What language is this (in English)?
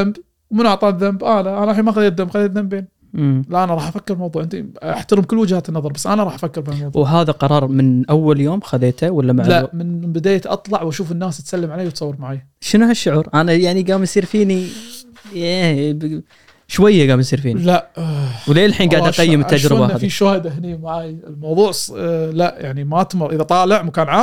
Gulf Arabic